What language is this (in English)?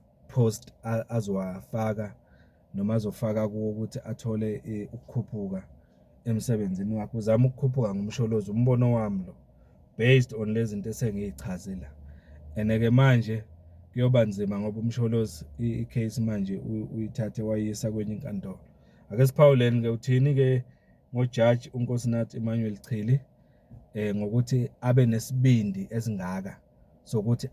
Zulu